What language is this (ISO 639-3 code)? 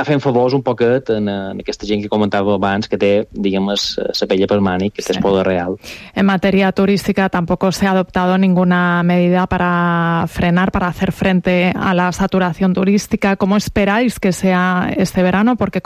cat